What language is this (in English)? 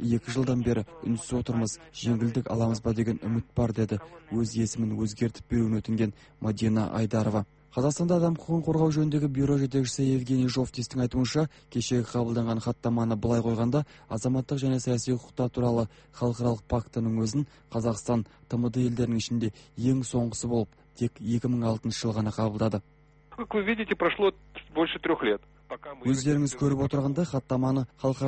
Kazakh